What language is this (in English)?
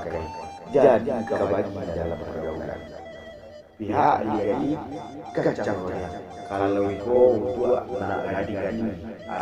Minangkabau